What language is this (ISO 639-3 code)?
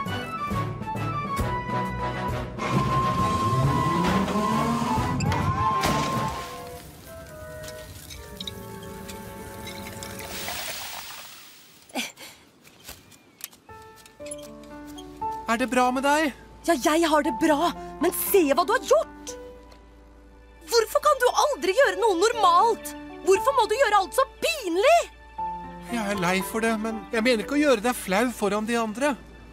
nor